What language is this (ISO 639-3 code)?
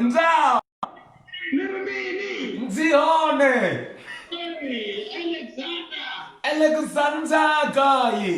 ven